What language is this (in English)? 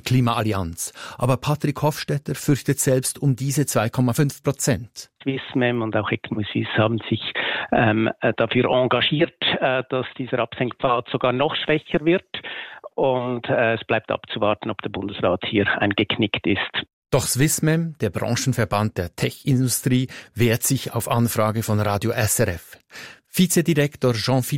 German